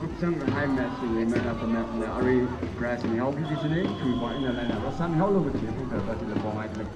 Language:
Tangkhul Naga (India)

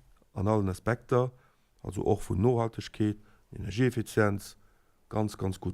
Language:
Luxembourgish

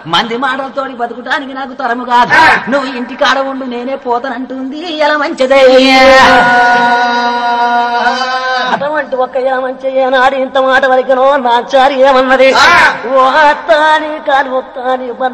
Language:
Telugu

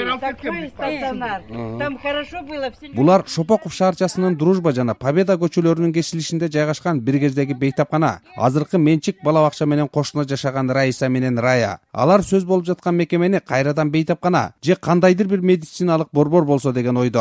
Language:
Kyrgyz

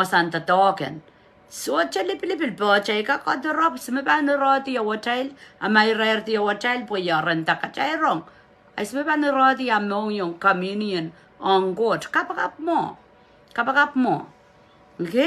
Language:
Pohnpeian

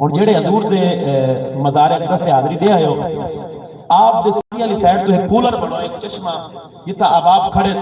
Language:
Saraiki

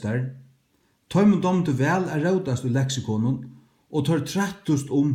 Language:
Faroese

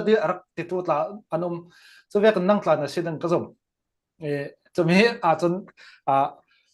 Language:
Falam Chin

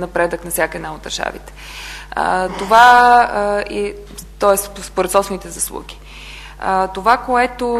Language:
Bulgarian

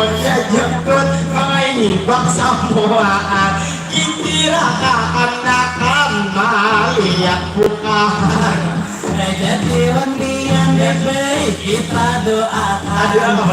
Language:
Banjar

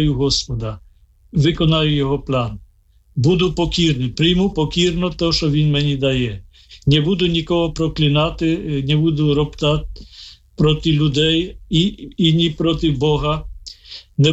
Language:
Ukrainian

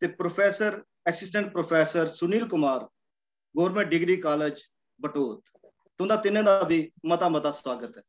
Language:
Dogri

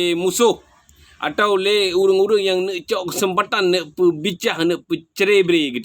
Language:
Achinese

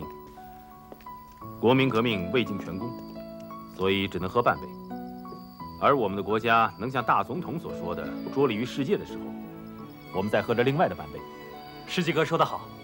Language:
Chinese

